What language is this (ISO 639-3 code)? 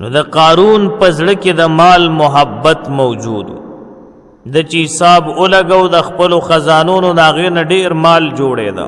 pus